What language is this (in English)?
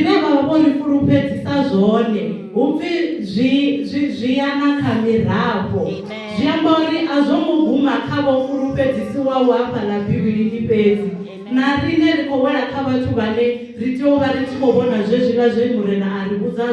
Venda